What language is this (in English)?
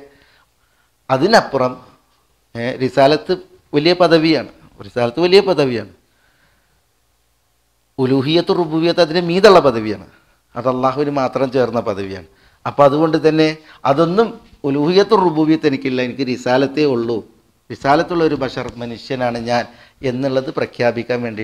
Malayalam